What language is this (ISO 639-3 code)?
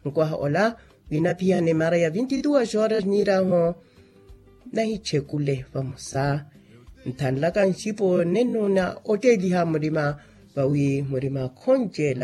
vmw